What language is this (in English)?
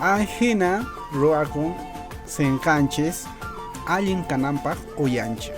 Quechua